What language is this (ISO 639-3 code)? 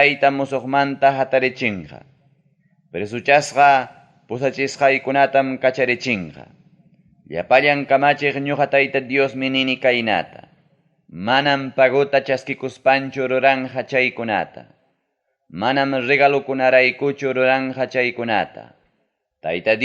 quy